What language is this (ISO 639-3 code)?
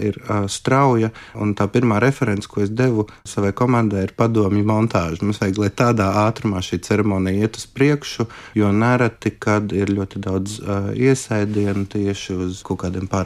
lav